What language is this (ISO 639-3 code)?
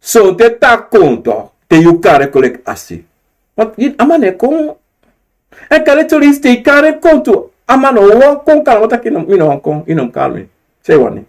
srn